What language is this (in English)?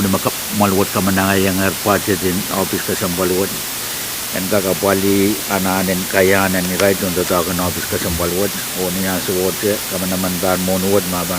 Pohnpeian